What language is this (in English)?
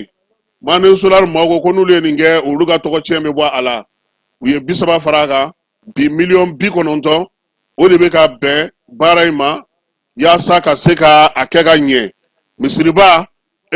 Bambara